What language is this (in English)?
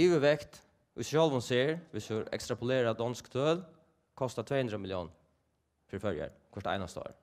Faroese